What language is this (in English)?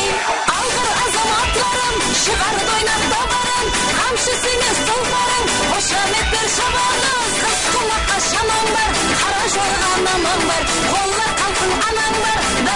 Kara-Kalpak